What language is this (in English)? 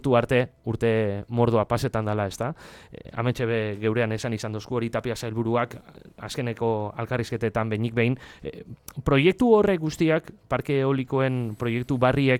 Basque